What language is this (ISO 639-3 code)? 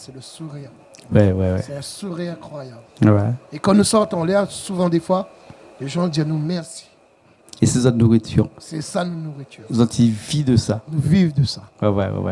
rcf